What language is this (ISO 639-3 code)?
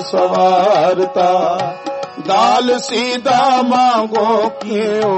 pan